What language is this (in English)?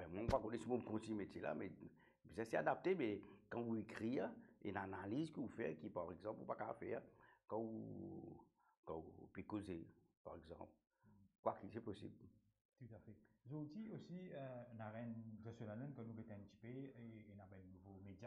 Morisyen